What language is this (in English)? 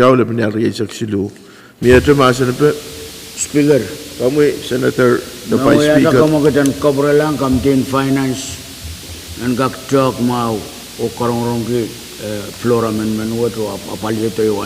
Pohnpeian